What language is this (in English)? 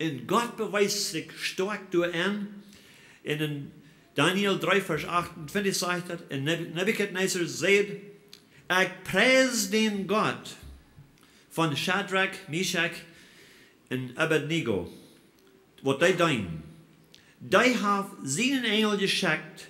Plautdietsch